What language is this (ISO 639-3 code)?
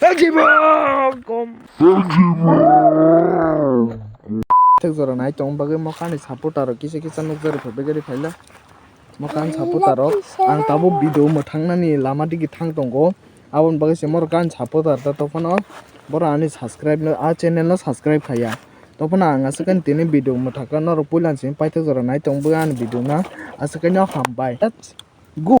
trp